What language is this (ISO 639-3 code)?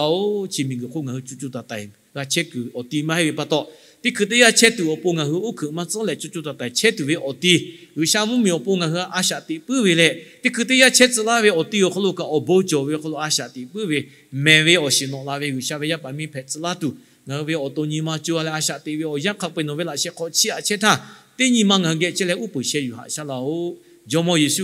lhu